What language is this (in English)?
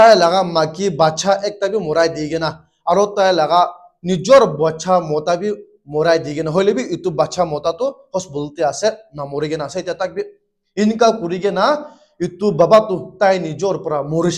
Naga Pidgin